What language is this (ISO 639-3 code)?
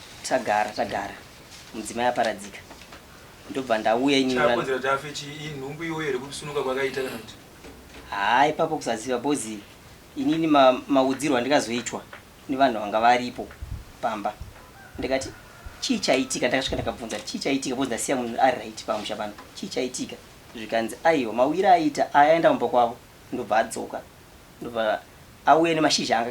sna